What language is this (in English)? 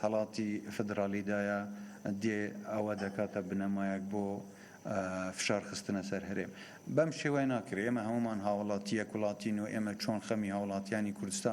Central Kurdish